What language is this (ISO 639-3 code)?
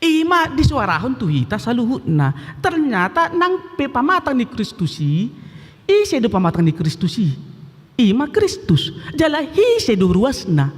bbc